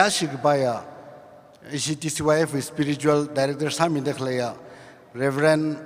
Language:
Tangkhul Naga (India)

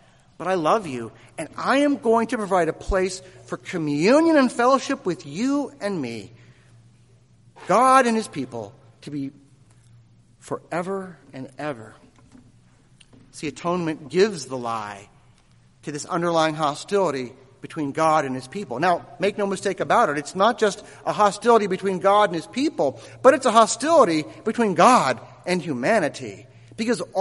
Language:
English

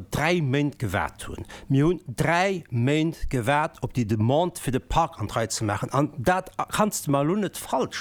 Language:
Luxembourgish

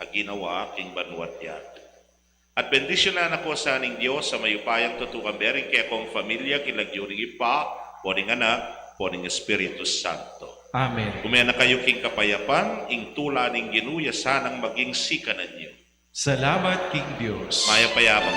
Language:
Pampanga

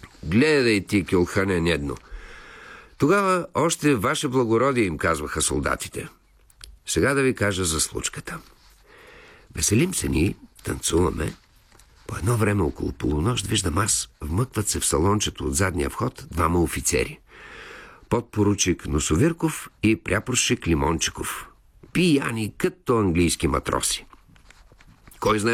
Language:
Bulgarian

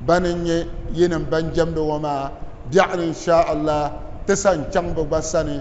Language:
Dagbani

